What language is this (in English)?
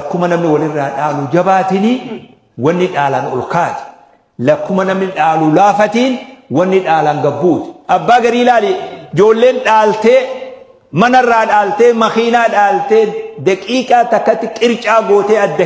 Oromo